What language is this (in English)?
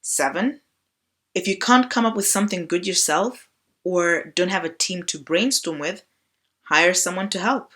English